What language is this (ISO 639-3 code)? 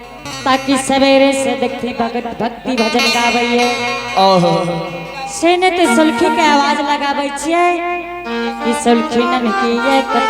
anp